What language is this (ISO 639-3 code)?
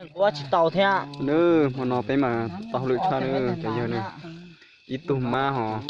hmn